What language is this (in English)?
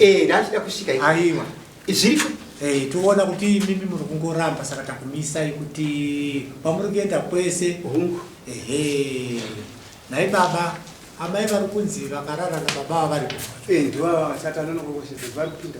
Shona